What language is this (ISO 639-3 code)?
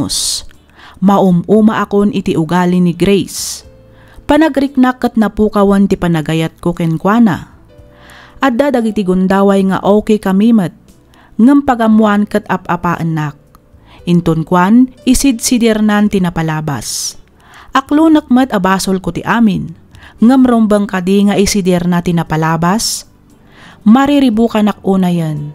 ilo